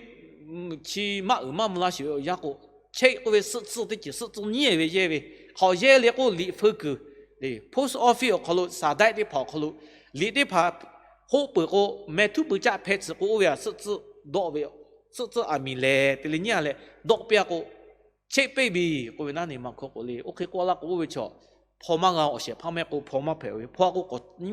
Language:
Lahu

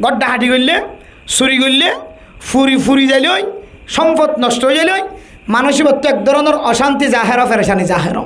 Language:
Rohingya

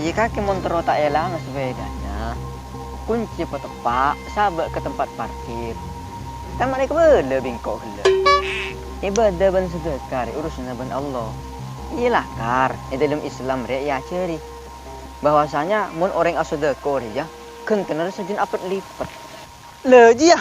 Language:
Madurese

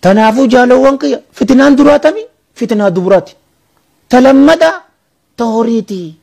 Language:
Oromo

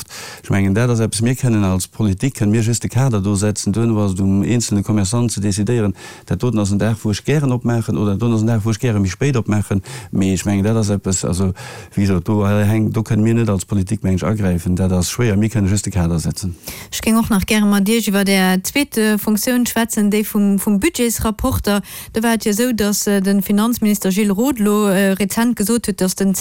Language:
Luxembourgish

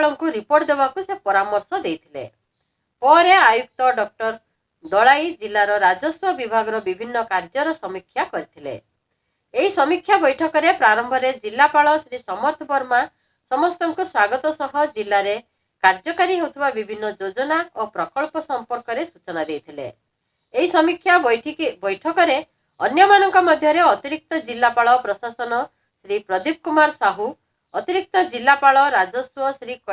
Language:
Odia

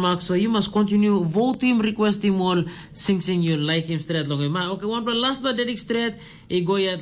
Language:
Tok Pisin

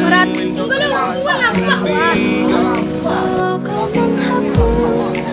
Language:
Minangkabau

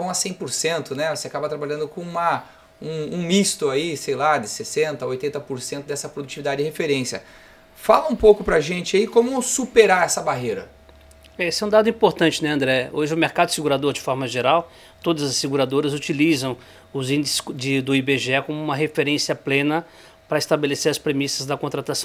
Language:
Portuguese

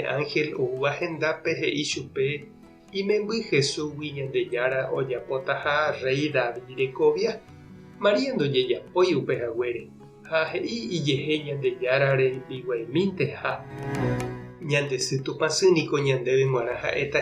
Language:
Guarani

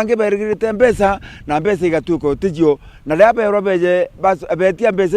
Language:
Meru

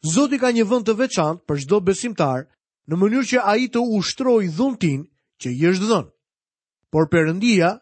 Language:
Albanian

